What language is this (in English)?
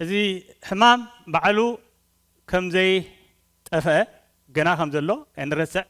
Tigrinya